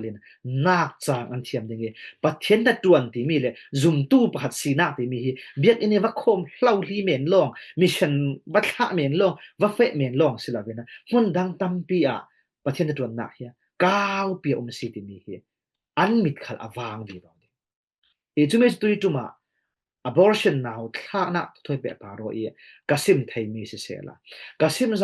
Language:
Falam Chin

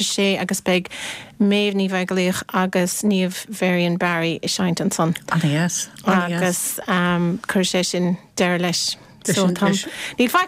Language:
Irish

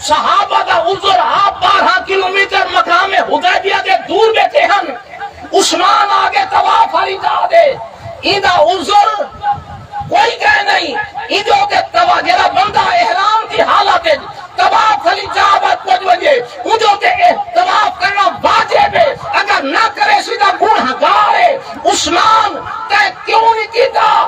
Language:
Saraiki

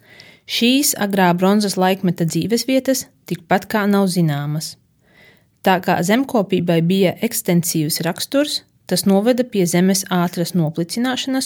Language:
Latvian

